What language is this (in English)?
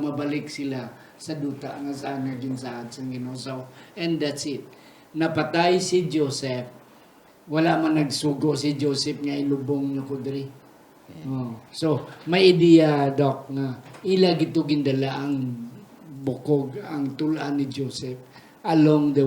Hiligaynon